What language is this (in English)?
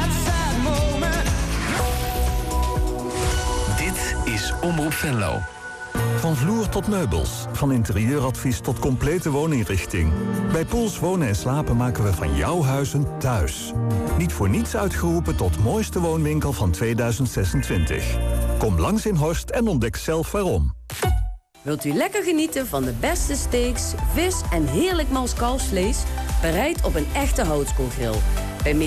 Dutch